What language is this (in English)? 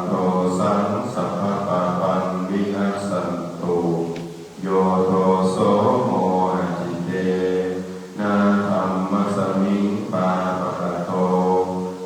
Pali